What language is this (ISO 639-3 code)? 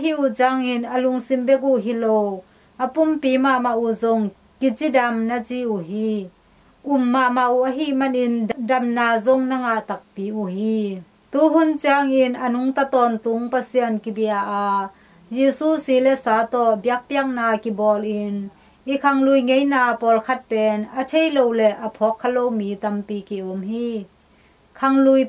ctd